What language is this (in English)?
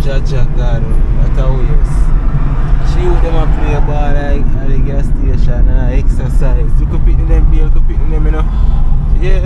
Jamaican Creole English